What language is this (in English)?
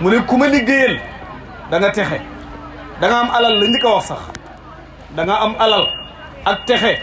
Wolof